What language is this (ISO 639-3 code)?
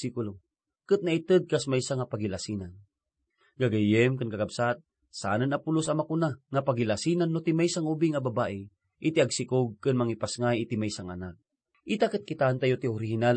ilo